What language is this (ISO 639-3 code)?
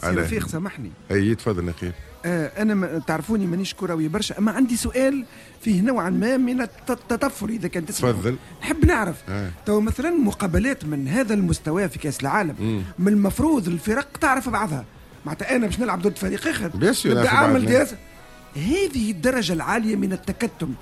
aeb